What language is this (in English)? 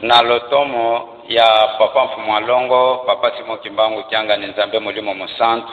Lingala